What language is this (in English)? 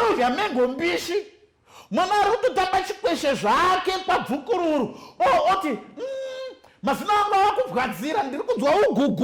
Shona